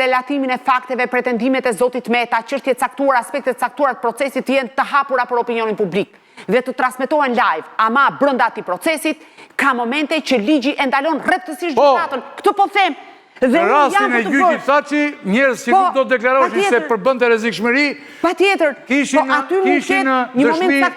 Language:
Albanian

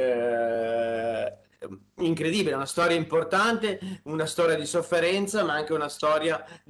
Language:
Italian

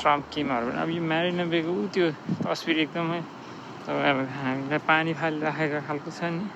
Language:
Nepali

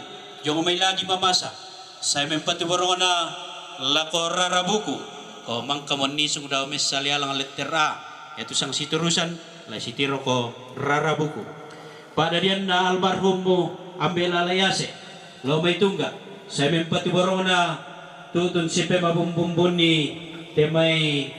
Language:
Toraja-Sa'dan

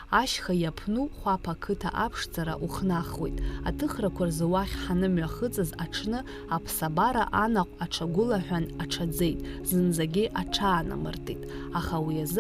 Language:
Abkhazian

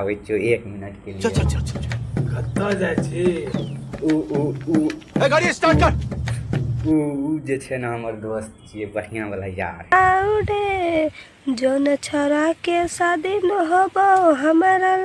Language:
Maithili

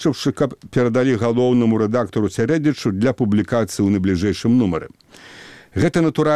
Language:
Belarusian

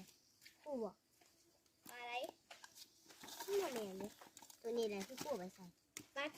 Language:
Lao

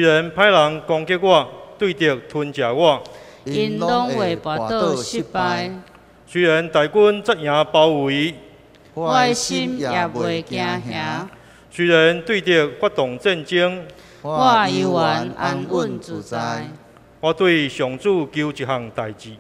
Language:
Min Nan Chinese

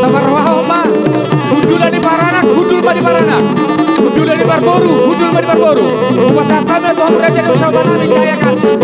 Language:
Batak Toba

